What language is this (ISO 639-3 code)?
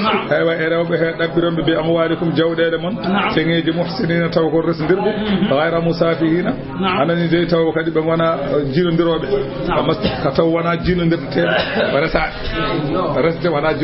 ful